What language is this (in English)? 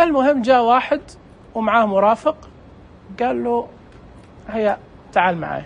Najdi Arabic